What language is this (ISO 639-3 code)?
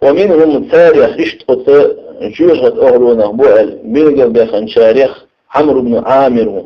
che